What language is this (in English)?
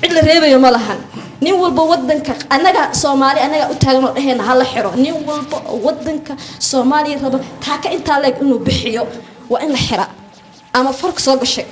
Somali